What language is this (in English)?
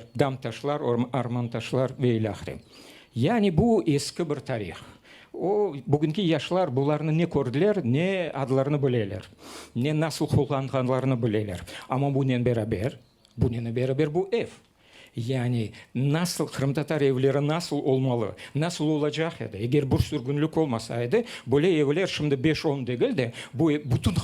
Crimean Tatar